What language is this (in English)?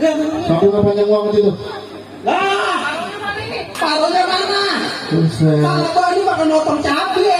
Betawi